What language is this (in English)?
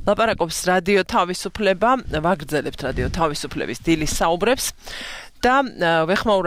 Georgian